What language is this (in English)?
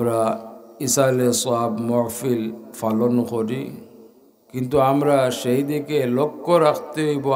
Sylheti